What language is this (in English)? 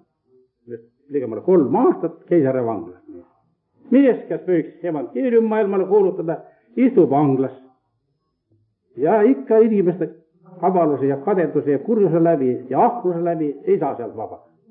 Estonian